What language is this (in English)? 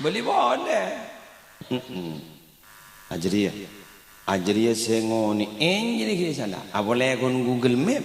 Madurese